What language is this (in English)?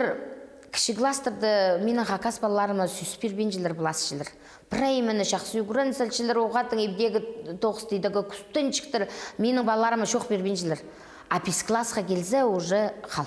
Khakas